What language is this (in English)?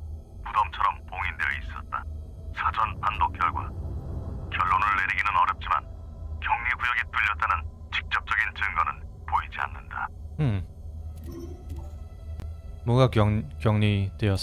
Korean